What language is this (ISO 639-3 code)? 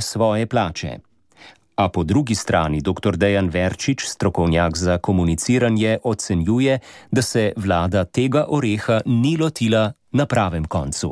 slv